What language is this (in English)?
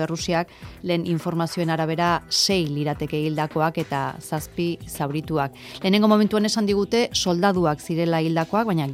Basque